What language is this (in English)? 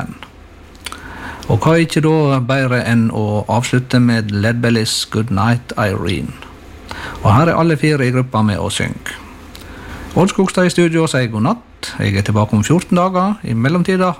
Norwegian